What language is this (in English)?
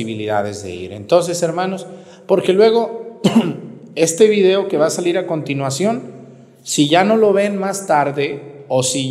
Spanish